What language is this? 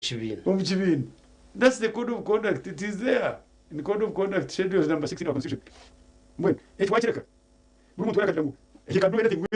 Nyankole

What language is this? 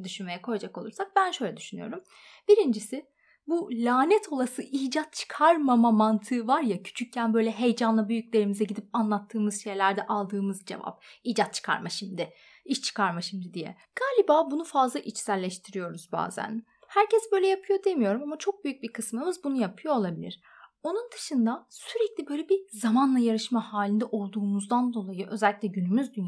Turkish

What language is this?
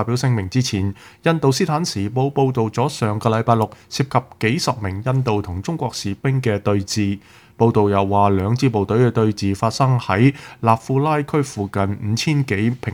Cantonese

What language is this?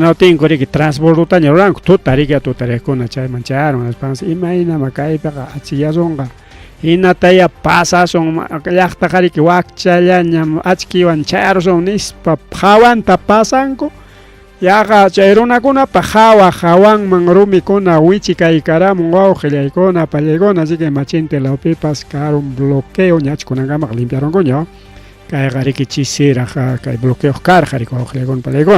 Ayacucho Quechua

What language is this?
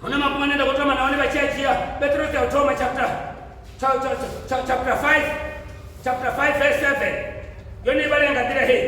Venda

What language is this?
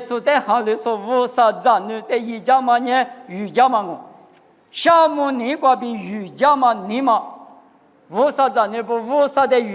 Lisu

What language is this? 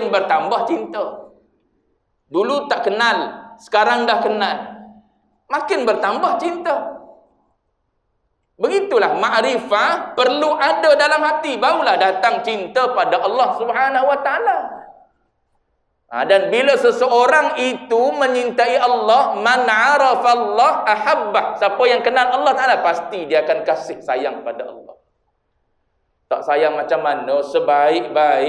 Malay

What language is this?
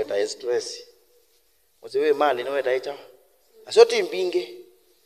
Kamba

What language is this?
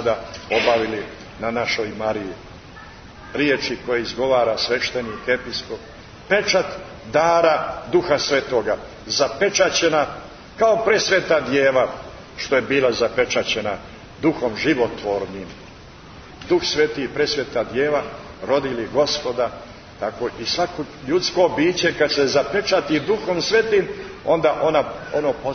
Serbian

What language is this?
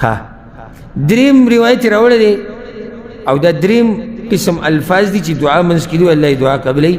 Pashto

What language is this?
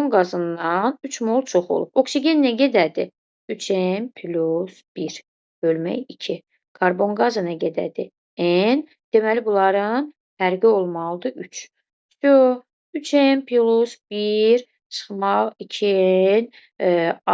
Azerbaijani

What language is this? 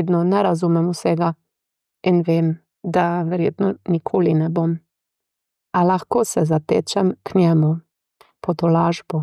Slovenian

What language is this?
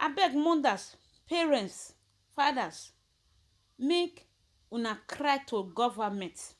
Nigerian Pidgin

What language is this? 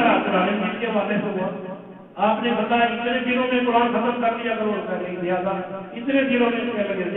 Urdu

